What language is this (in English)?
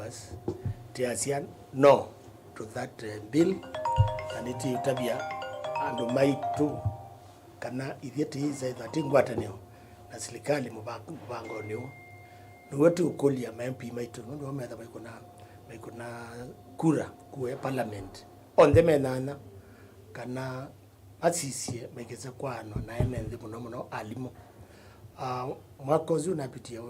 Kamba